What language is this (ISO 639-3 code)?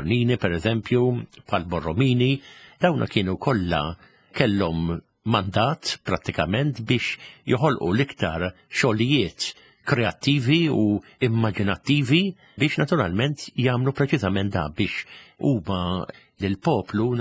mlt